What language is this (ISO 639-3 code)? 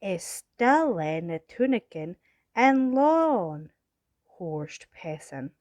gla